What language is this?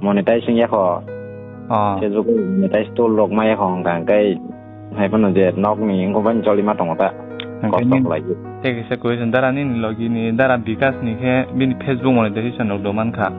Kok Borok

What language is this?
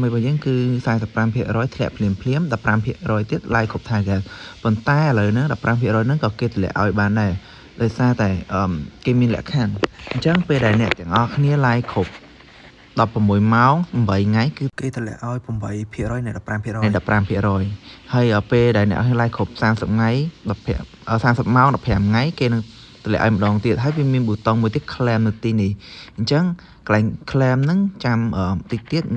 Khmer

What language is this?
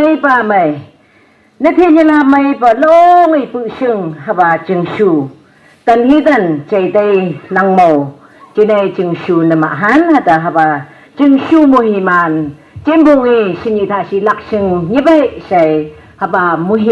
Phom Naga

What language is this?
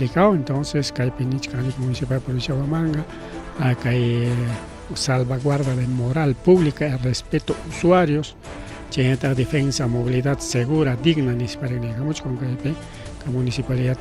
Ayacucho Quechua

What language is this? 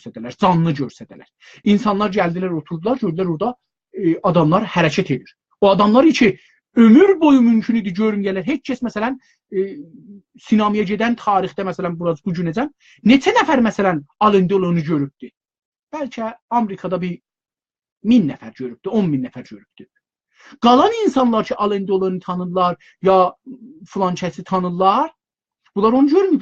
South Azerbaijani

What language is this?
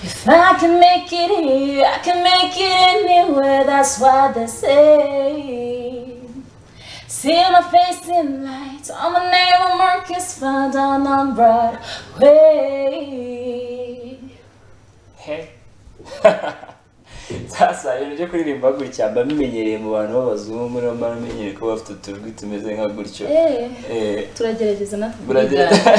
Kinyarwanda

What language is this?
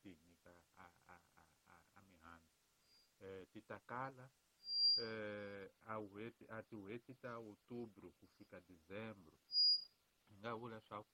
Tsonga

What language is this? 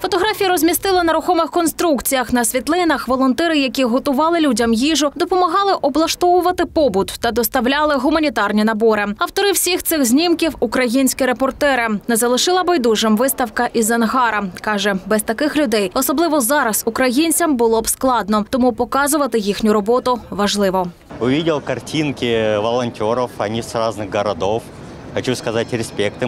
Ukrainian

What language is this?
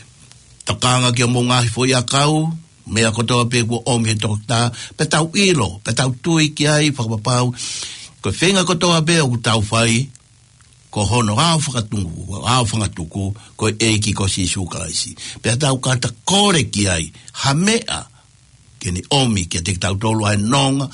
Tongan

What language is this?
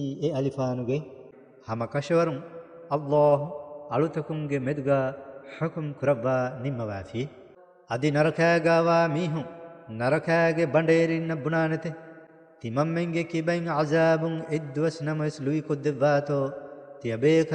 Divehi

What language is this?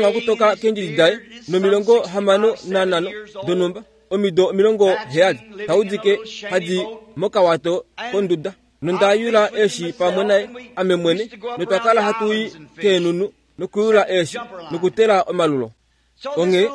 Kuanyama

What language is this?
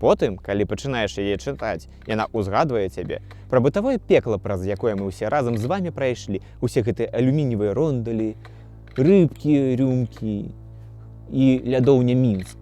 Belarusian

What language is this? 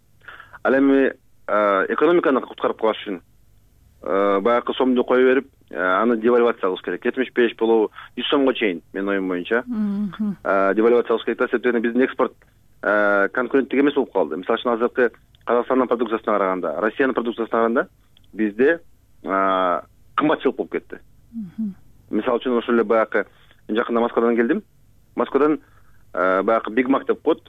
Kyrgyz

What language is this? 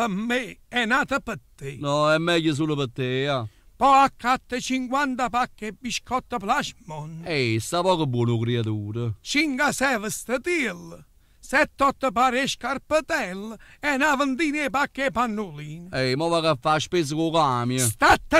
Neapolitan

